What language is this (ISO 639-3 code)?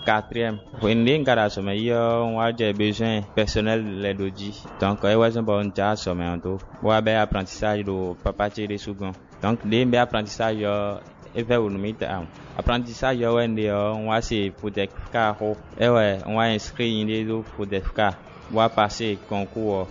fon